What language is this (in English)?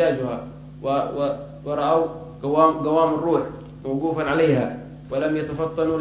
Arabic